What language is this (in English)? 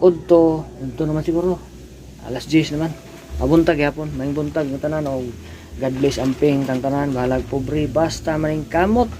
Cebuano